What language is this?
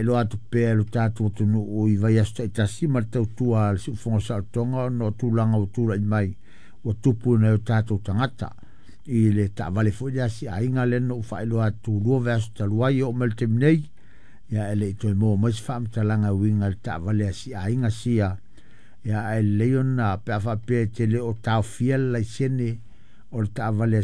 Samoan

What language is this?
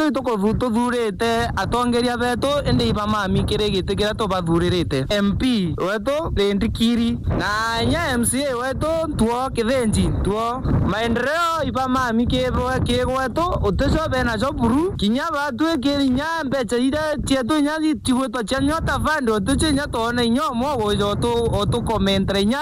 Meru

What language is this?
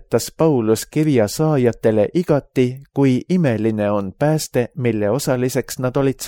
Estonian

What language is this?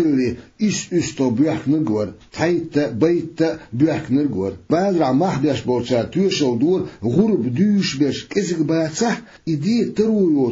Chechen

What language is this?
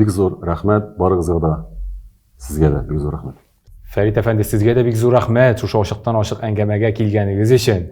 Tatar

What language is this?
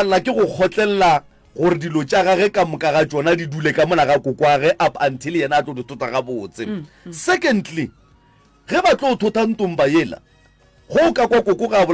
Northern Sotho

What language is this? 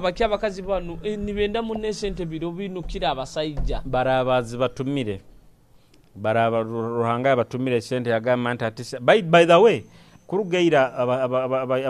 Nyoro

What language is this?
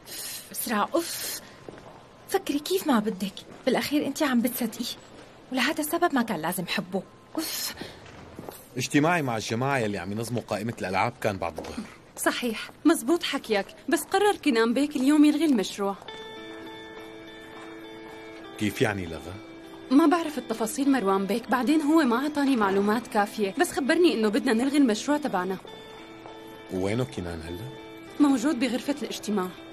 North Levantine Arabic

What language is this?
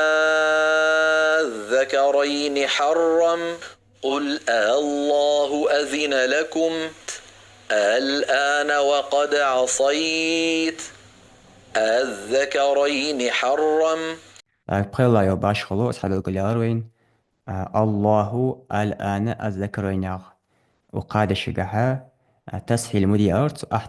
Ingush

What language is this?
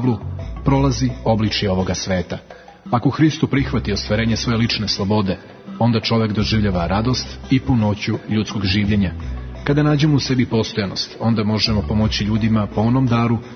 Serbian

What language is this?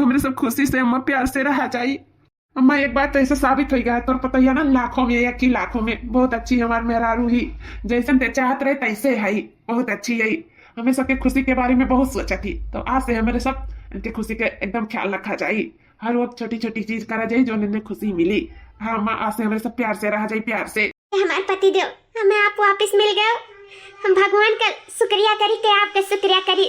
Awadhi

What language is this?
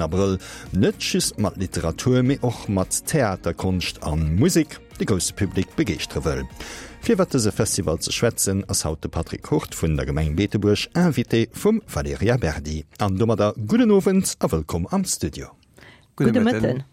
Luxembourgish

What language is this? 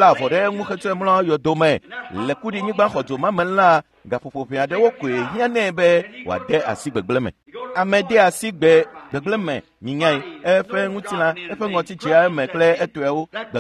Ewe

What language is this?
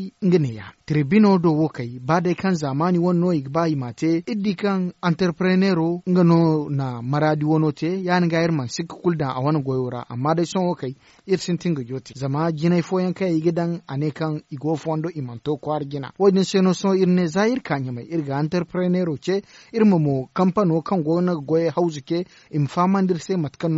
Zarma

